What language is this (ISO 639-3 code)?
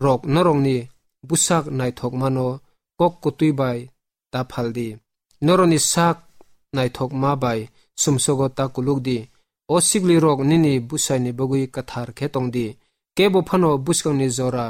trp